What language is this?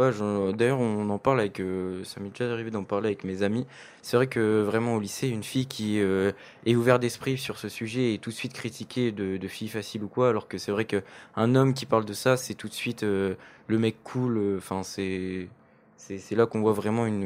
French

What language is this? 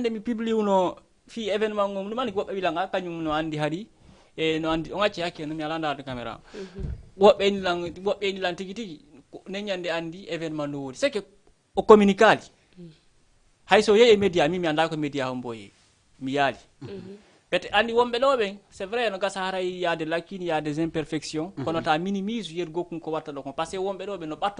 Fula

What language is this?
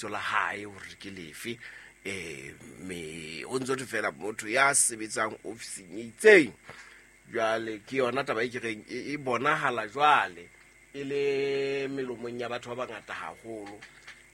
Southern Sotho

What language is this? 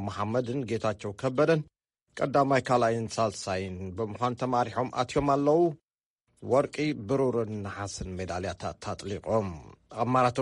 Tigrinya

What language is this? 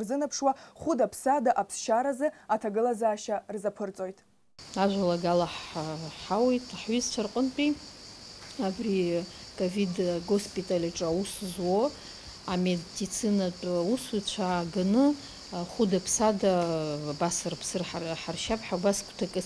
Abkhazian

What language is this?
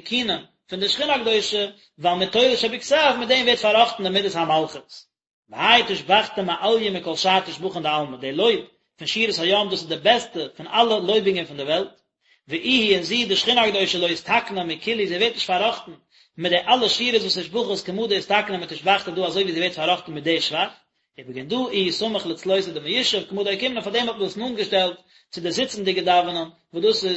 Yiddish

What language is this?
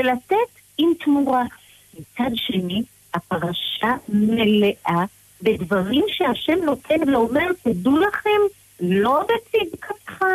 Hebrew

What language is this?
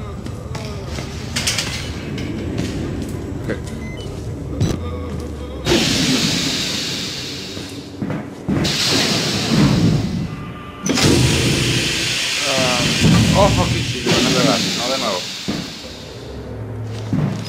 Spanish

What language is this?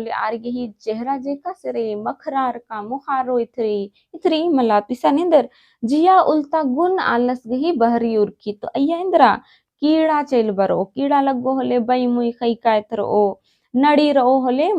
Kurukh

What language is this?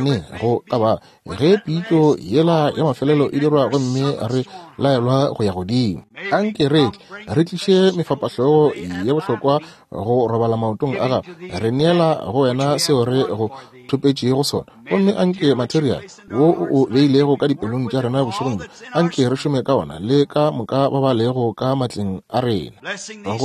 Northern Sotho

